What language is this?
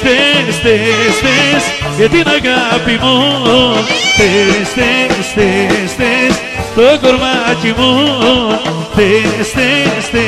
Greek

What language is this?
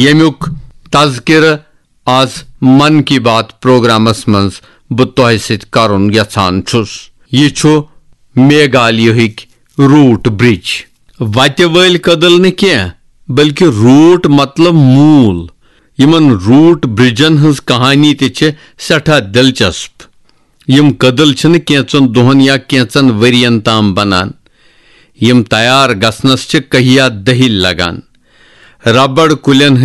Kashmiri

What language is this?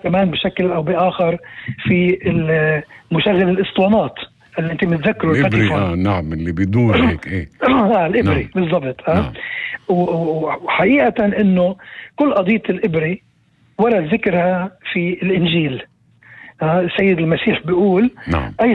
North Levantine Arabic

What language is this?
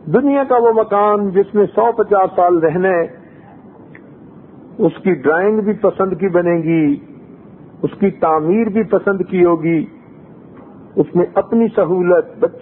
Urdu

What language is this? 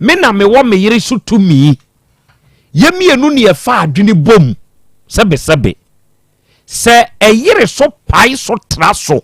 Akan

